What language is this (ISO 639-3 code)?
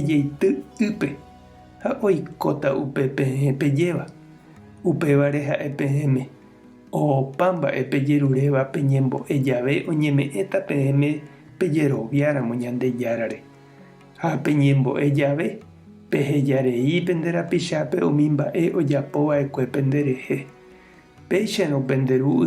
grn